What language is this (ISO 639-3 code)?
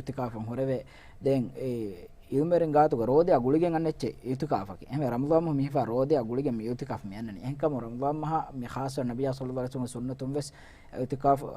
div